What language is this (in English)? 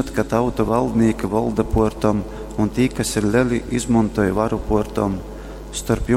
Latgalian